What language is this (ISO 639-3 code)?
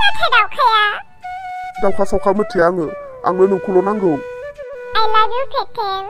brx